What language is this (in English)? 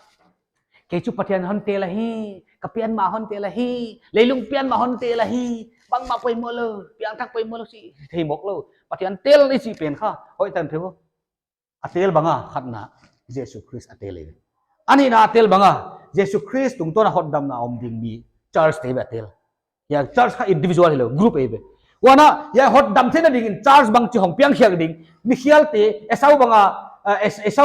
Paite Chin